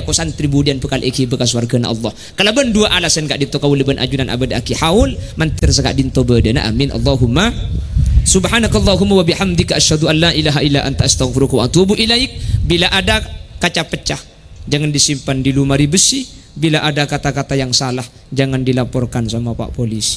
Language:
Madurese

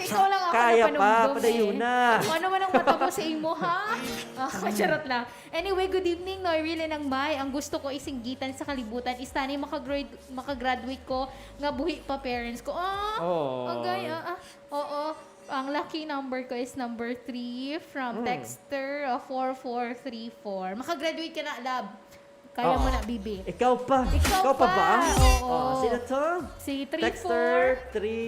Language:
Hiligaynon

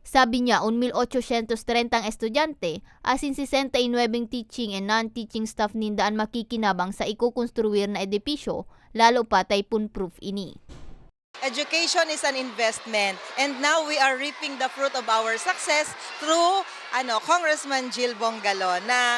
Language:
Bikol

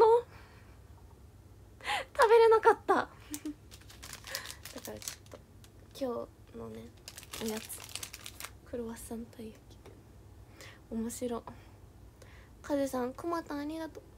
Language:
Japanese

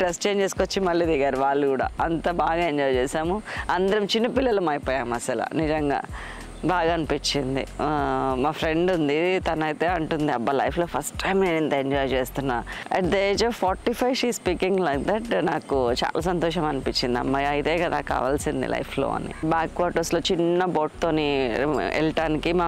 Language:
Telugu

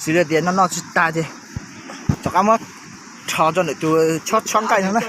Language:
Hmong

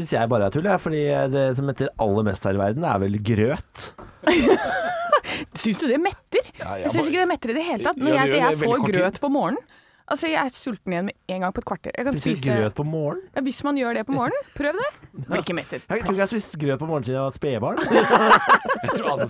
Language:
Norwegian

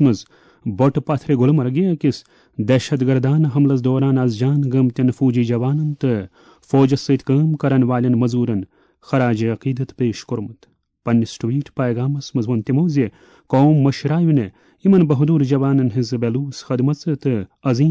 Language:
Kashmiri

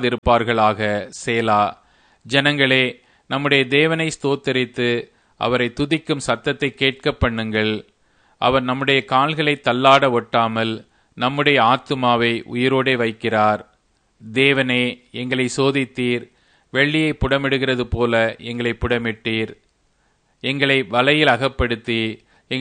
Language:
Tamil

